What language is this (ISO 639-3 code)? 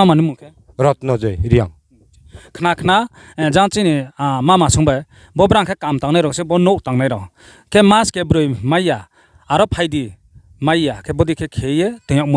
ria